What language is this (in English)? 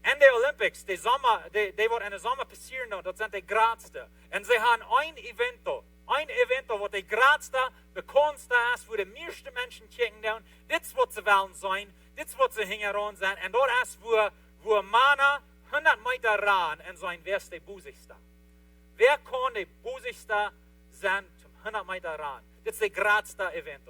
Plautdietsch